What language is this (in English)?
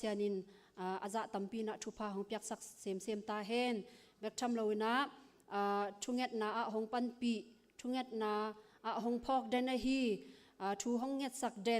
Tedim Chin